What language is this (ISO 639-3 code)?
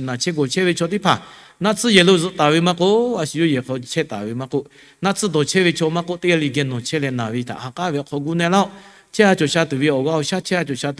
lhu